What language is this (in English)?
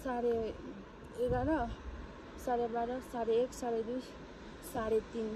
Nepali